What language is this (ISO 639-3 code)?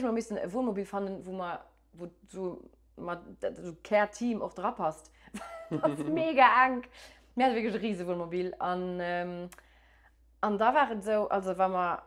ltz